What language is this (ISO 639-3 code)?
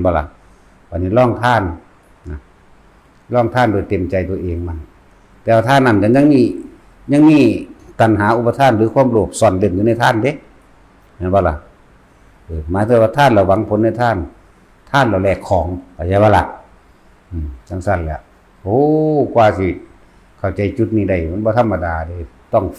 tts